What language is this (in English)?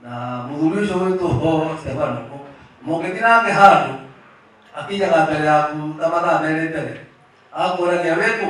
Kikuyu